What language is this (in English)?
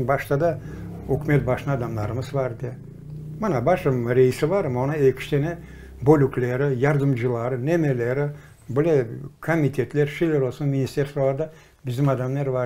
Crimean Tatar